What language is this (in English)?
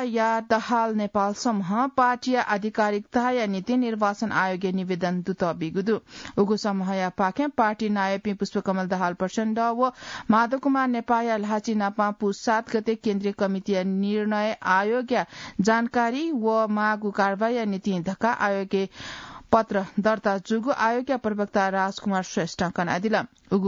Newari